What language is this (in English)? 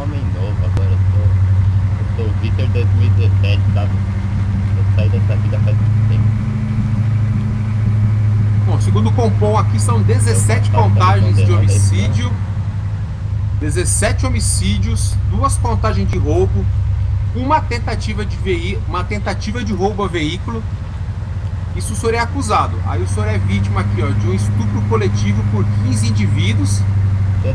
Portuguese